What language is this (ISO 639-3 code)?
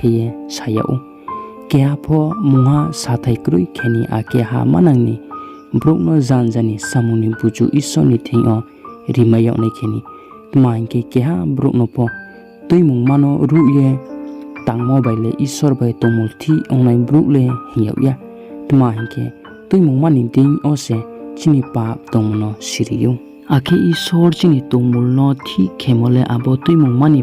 ria